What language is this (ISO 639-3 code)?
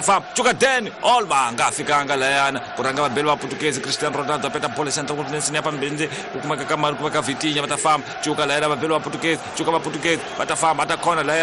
tso